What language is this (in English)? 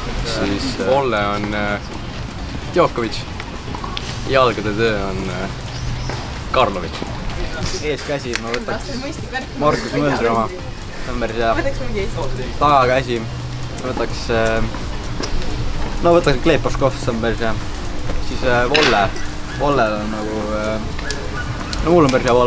Estonian